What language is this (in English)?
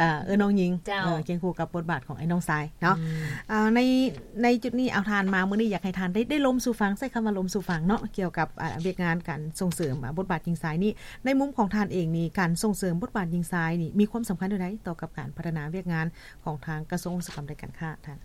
Lao